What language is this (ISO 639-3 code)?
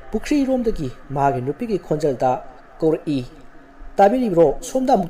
mni